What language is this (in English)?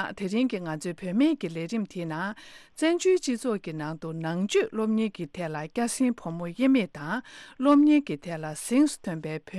Tibetan